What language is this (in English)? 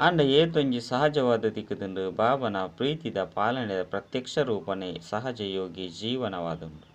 Tulu